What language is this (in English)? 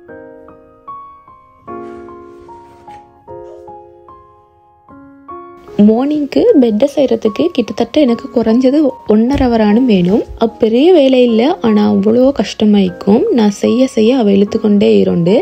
Tamil